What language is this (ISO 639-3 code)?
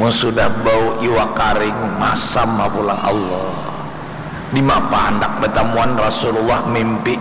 bjn